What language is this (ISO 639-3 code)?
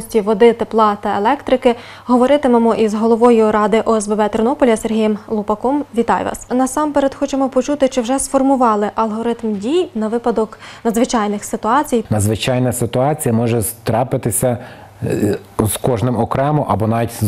ukr